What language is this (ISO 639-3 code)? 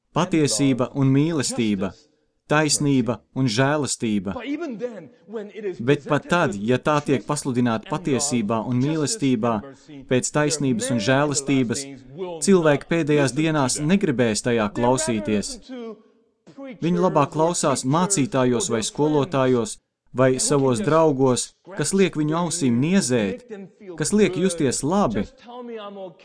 lav